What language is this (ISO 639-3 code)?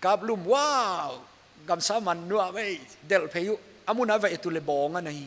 pck